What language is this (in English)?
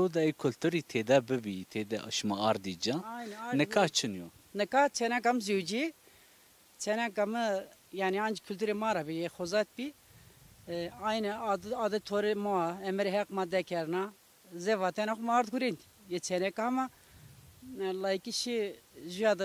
Zaza